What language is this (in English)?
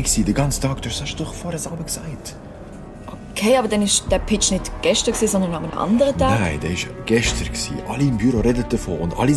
Swiss German